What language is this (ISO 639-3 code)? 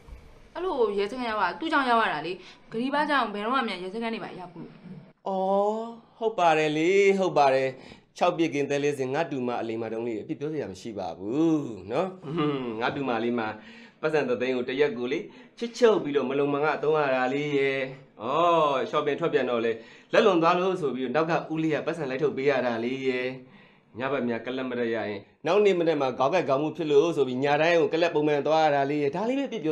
mya